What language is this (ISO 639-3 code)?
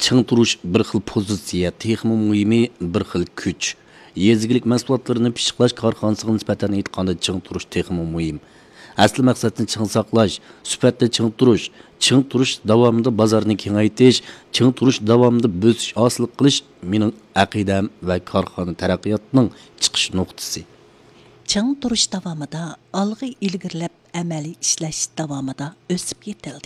uig